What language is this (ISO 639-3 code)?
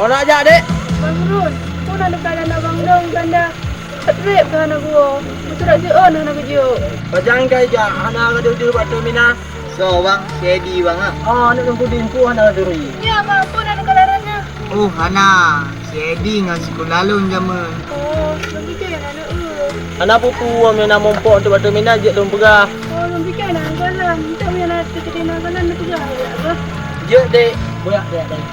ace